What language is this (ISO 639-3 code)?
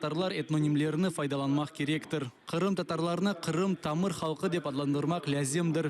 crh